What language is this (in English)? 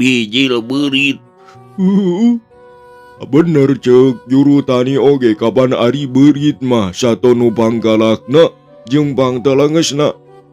Sundanese